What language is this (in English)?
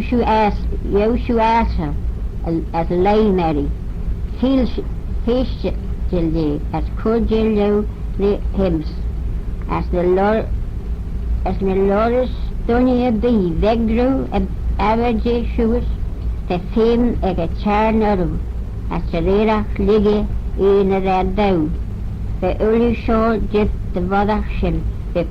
Manx